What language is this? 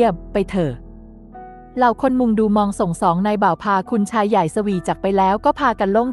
Thai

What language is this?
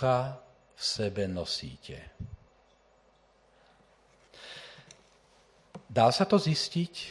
Slovak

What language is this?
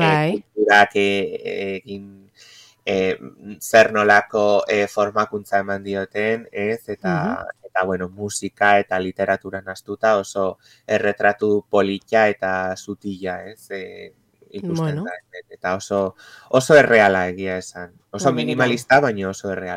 Basque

